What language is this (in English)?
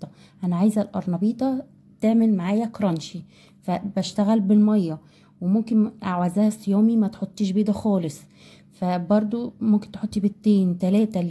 Egyptian Arabic